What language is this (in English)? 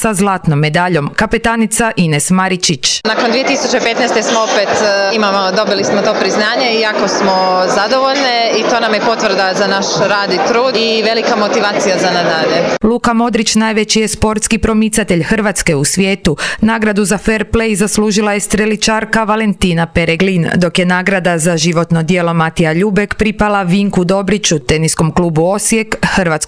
Croatian